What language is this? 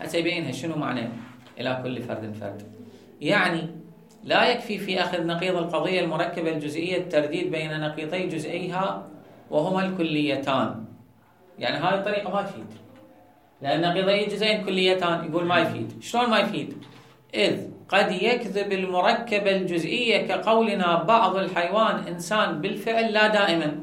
Mesopotamian Arabic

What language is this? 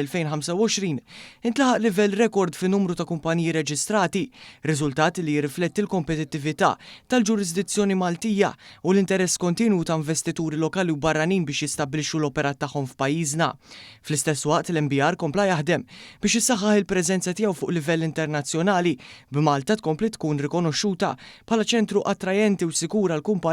Maltese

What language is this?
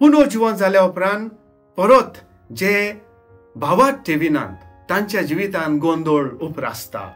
Konkani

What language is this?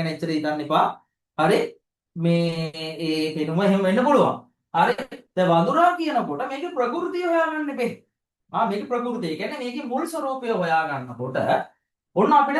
Sinhala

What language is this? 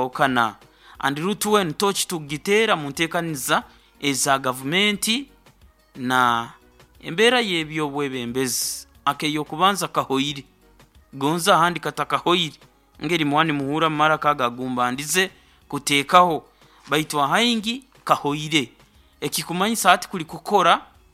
Nyoro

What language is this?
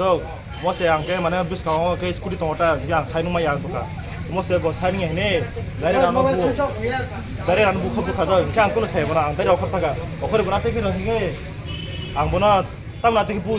Kok Borok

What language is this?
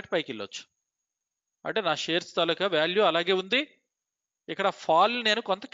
Telugu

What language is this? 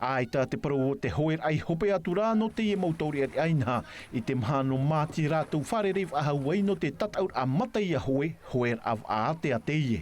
Tahitian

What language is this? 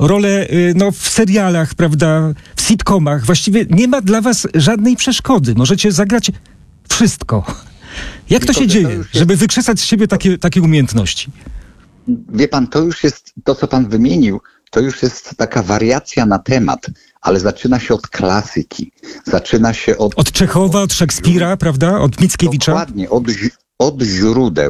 Polish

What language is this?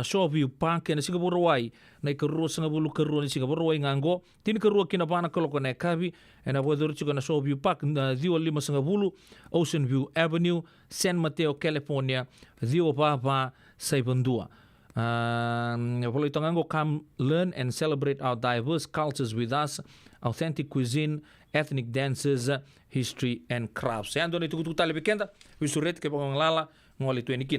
Fijian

